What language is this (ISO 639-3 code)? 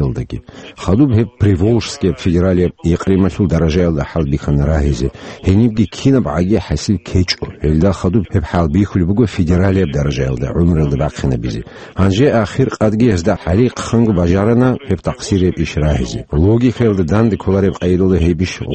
ava